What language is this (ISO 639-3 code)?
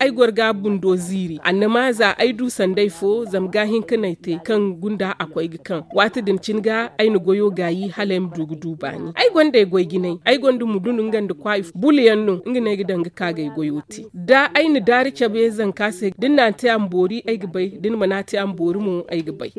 dje